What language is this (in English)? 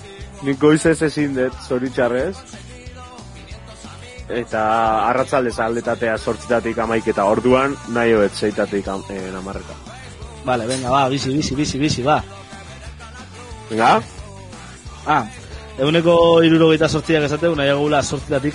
Basque